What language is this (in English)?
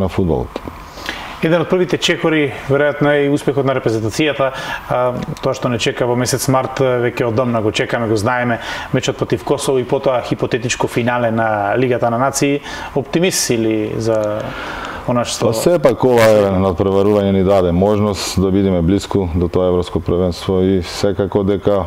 Macedonian